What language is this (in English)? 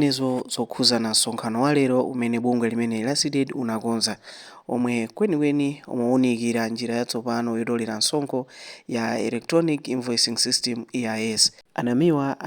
Nyanja